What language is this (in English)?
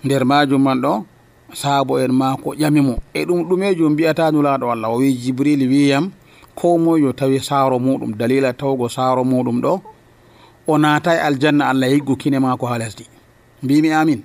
Nigerian Fulfulde